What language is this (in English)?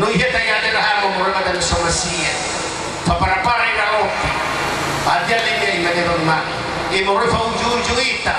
Nias